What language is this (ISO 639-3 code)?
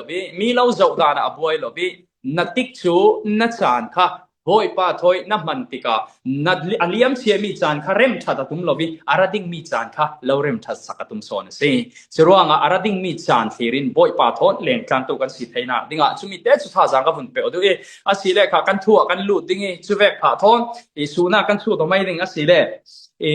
cfm